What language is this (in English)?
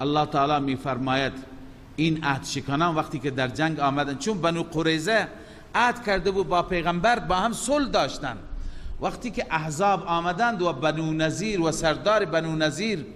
Persian